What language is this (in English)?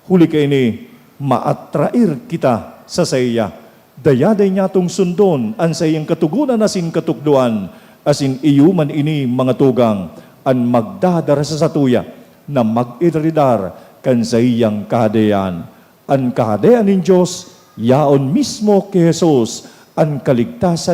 Bikol